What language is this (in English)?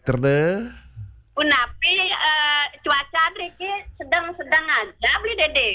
Balinese